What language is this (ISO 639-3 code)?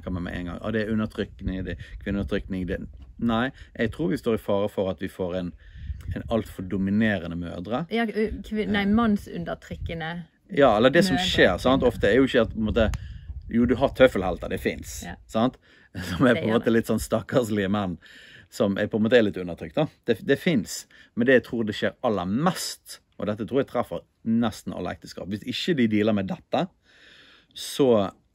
nor